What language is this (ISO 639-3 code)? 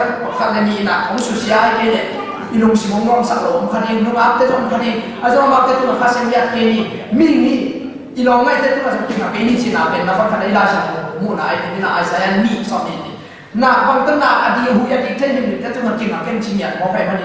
ctd